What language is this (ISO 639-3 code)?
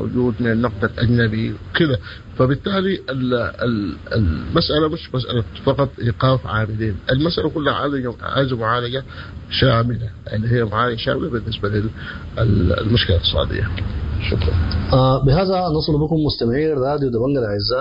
apd